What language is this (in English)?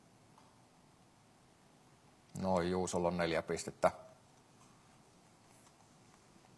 Finnish